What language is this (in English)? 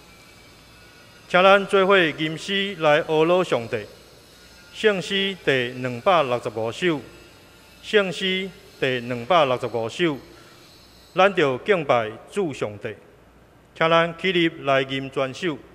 Min Nan Chinese